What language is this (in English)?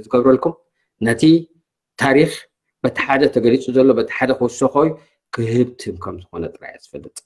Tigrinya